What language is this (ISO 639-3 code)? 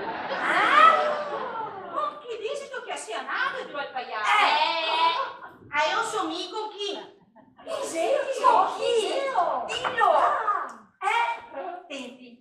vec